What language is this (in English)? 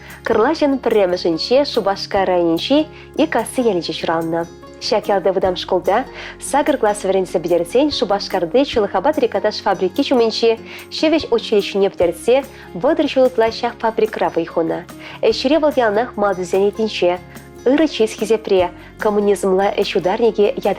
Chuvash